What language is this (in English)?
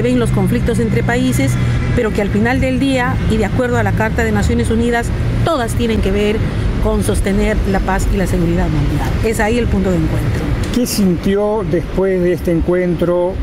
Spanish